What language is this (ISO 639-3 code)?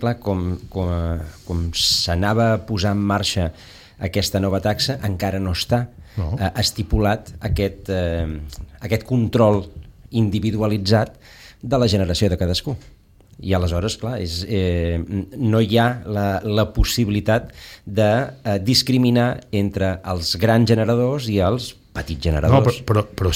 cat